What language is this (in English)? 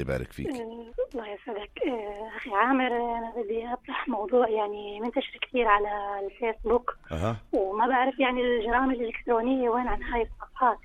North Levantine Arabic